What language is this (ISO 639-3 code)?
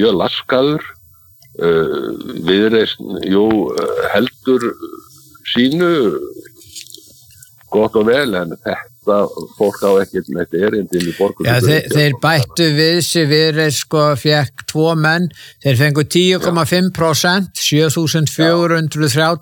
isl